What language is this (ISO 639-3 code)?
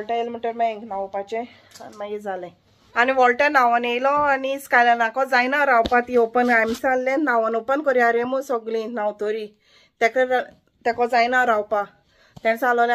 kok